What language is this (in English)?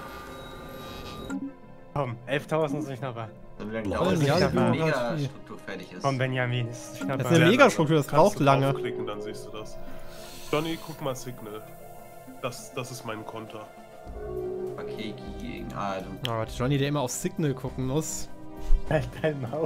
German